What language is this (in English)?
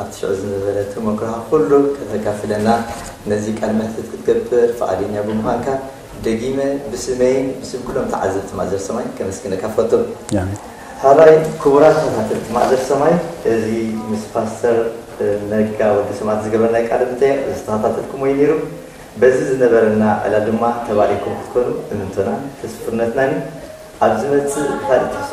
Tigrinya